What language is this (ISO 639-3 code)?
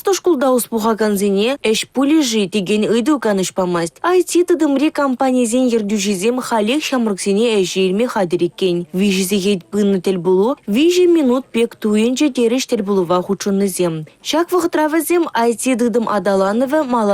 chv